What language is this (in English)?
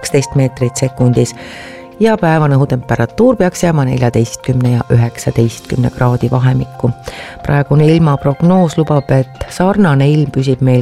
Estonian